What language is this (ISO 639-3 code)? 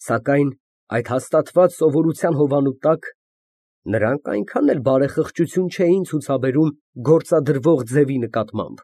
hye